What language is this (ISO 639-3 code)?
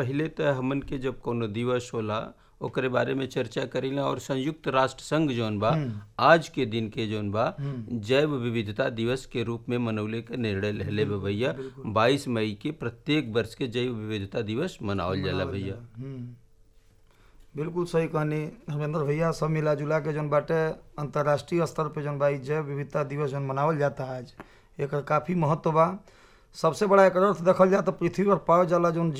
bho